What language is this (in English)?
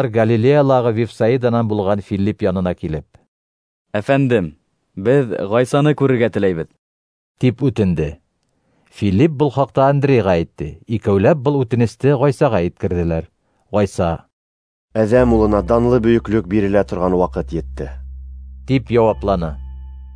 Bashkir